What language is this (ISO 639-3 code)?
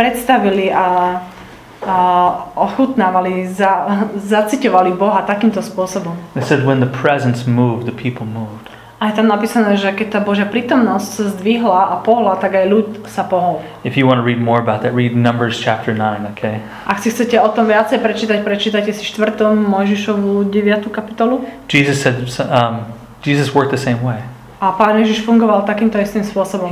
slk